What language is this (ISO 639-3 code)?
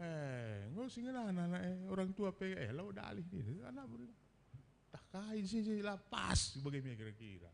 btx